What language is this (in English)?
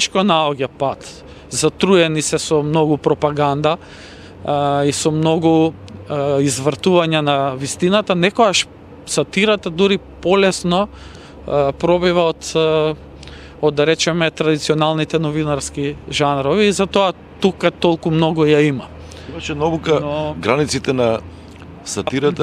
Macedonian